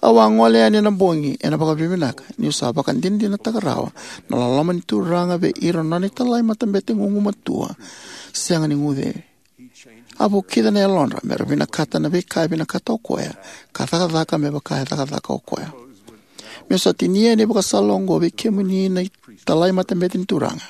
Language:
Fijian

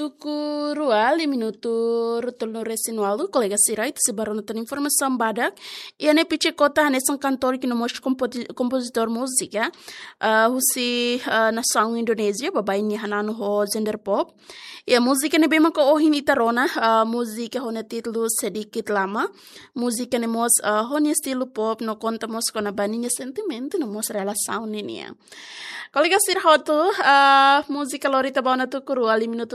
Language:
Tetum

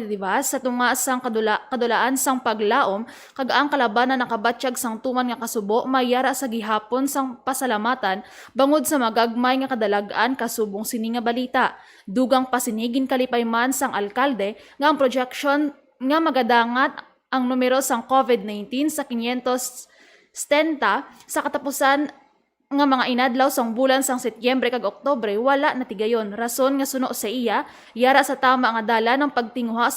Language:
Hiligaynon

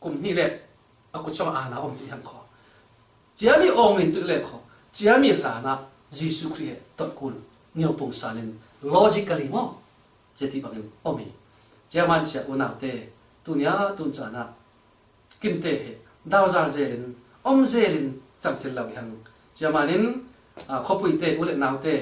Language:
Falam Chin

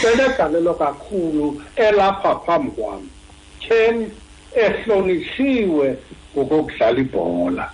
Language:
Xhosa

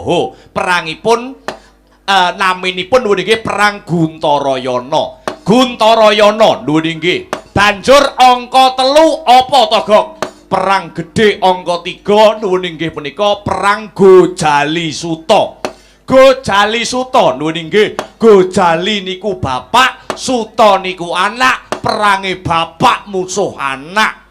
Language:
Javanese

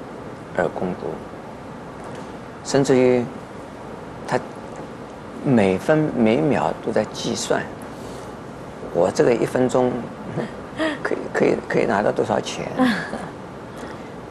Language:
Chinese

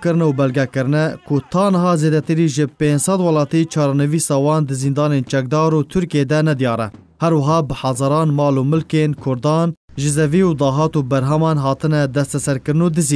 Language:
Kurdish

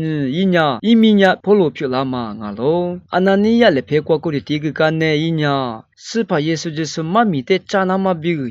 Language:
Lisu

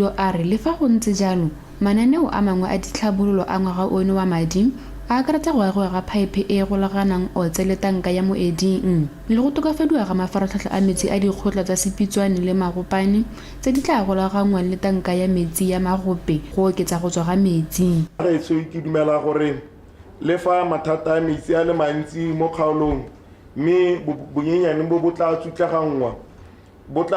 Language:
Tswana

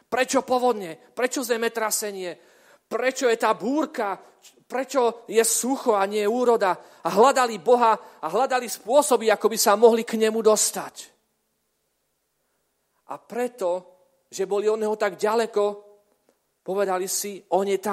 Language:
Slovak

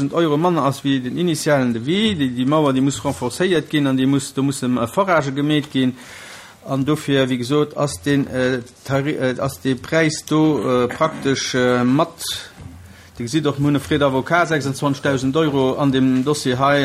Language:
Luxembourgish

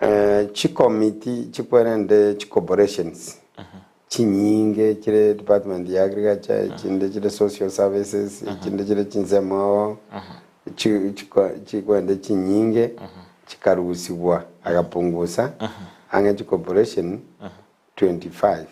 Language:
Gusii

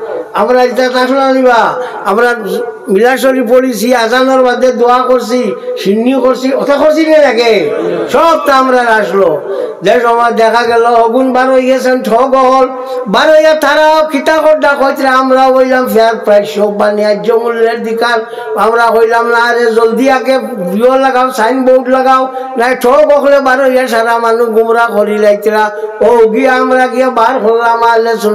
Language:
Sylheti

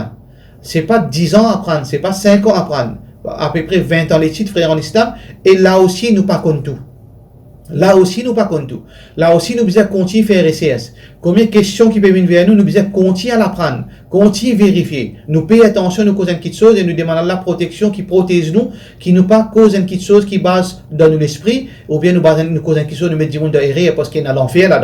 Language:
Morisyen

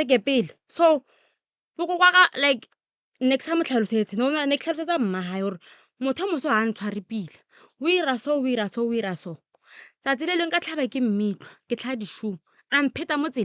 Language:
Northern Sotho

